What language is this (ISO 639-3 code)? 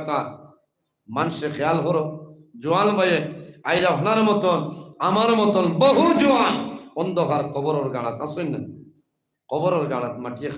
syl